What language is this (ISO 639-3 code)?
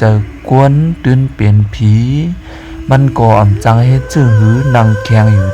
shn